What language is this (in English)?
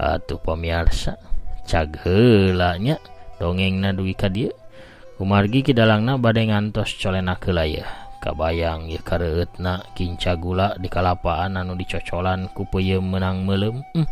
Sundanese